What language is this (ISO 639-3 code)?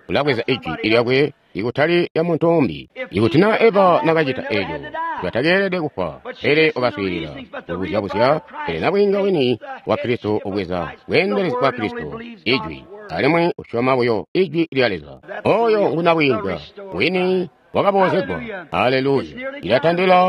toi